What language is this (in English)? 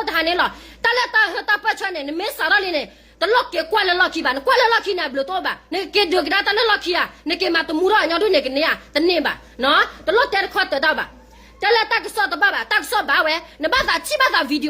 S'gaw Karen